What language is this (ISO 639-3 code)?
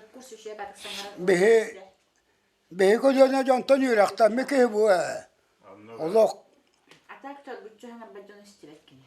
sah